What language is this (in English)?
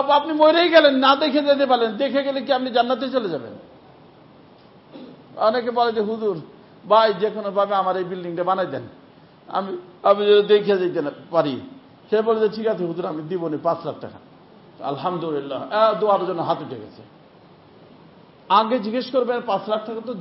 Bangla